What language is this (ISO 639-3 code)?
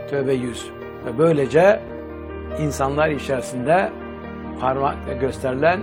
tur